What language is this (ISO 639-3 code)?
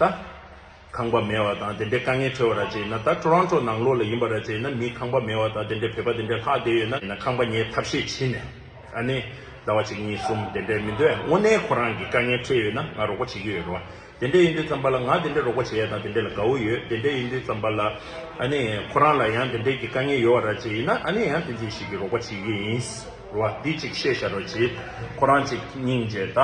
bod